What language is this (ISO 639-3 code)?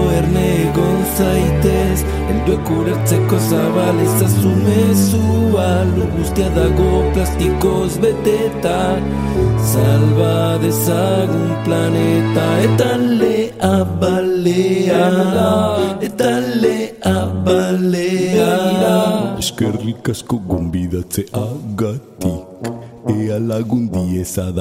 eus